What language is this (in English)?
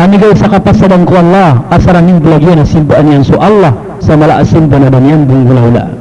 Maranao